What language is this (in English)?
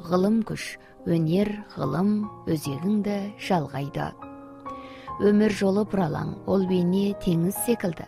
Kazakh